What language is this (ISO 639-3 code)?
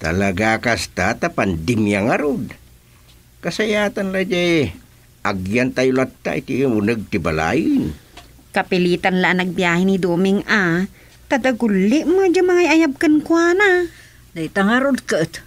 ilo